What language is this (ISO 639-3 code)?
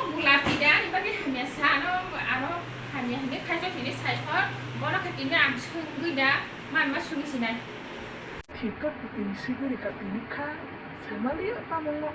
trp